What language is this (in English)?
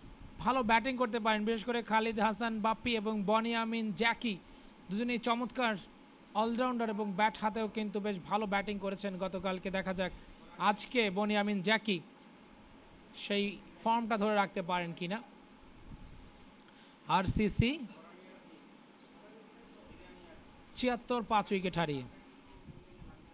Bangla